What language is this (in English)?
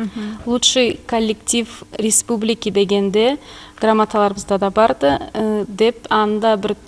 Karachay-Balkar